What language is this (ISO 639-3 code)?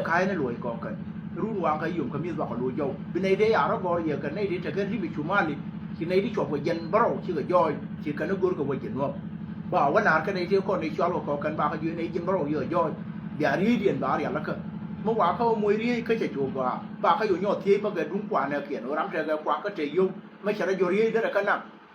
nus